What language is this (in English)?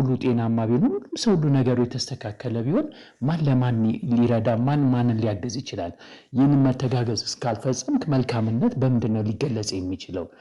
Amharic